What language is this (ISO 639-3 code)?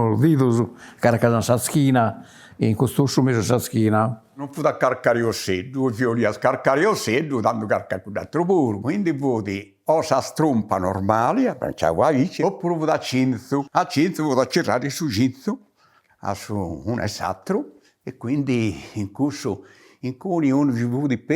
srd